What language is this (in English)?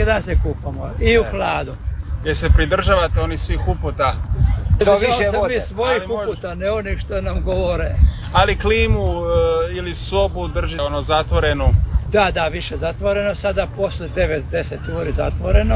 Croatian